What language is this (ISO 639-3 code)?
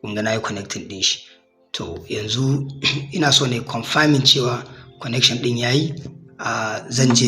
hau